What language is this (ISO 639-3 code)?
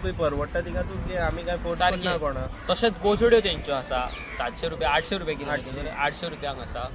kok